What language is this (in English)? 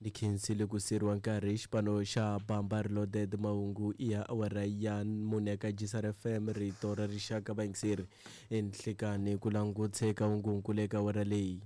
Tsonga